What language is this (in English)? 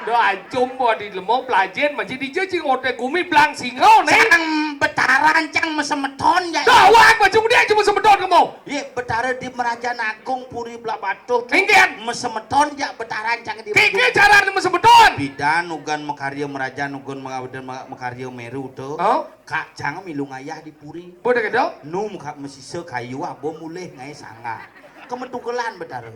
Balinese